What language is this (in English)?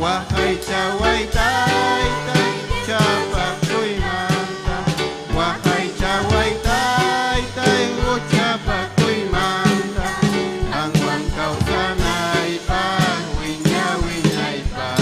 Ayacucho Quechua